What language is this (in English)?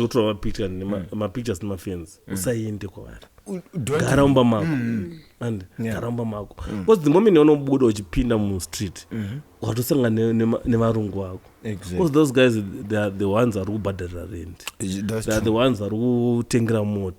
Shona